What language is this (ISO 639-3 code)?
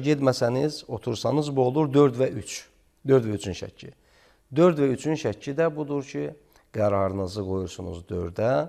aze